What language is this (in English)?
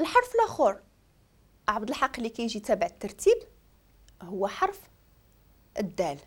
Moroccan Arabic